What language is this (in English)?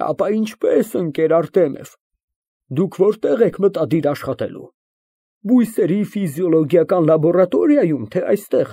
Armenian